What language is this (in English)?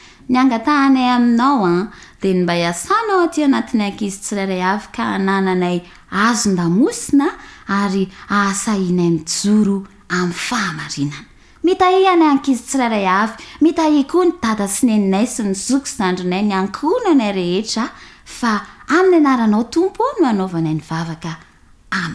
Malagasy